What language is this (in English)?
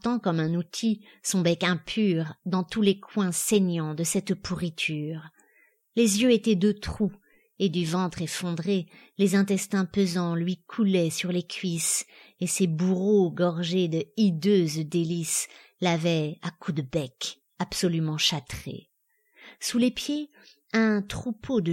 French